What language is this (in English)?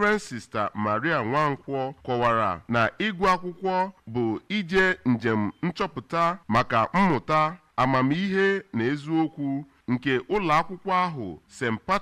Igbo